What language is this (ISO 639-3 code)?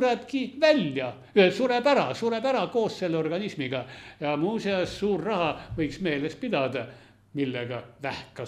est